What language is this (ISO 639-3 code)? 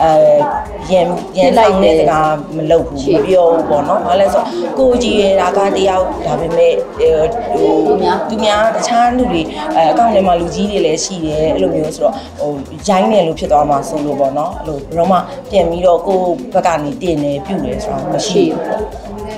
mya